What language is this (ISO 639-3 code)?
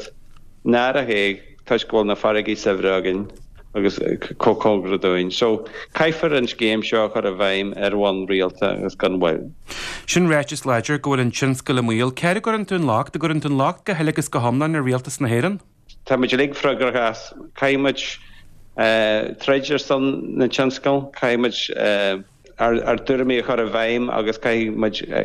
gle